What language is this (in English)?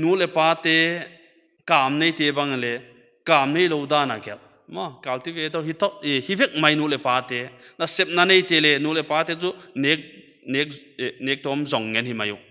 Paite Chin